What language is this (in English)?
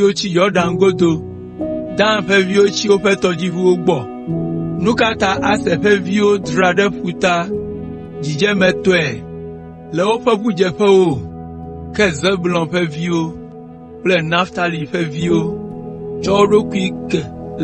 Ewe